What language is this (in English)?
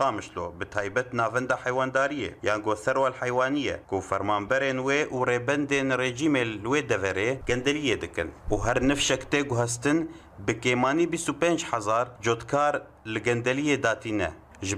Kurdish